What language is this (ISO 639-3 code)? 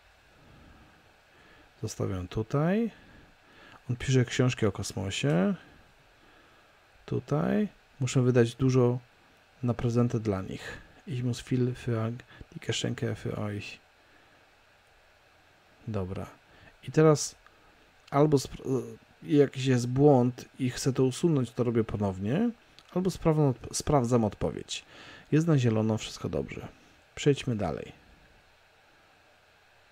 pol